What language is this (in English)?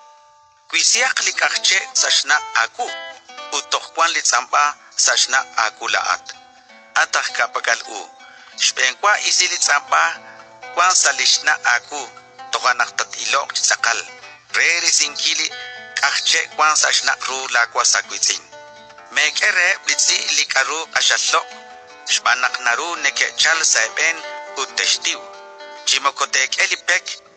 Kekchí